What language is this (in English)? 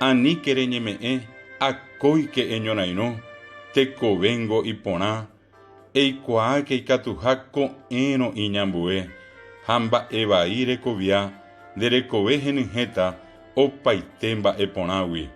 Guarani